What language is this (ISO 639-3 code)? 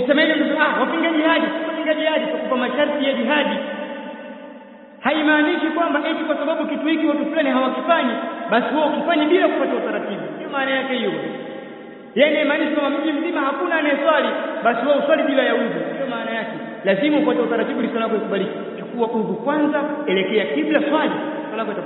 swa